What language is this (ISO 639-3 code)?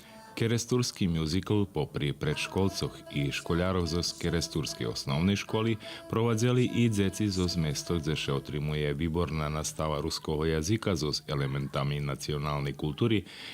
rue